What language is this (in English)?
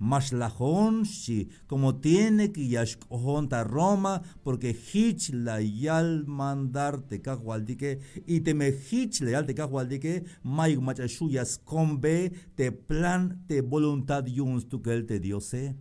Tzeltal